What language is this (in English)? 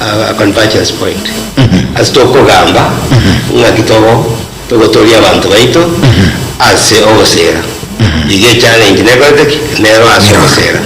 Gusii